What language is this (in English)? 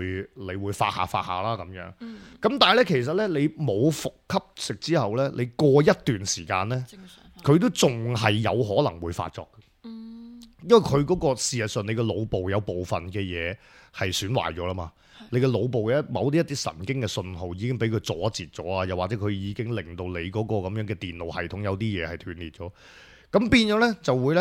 Cantonese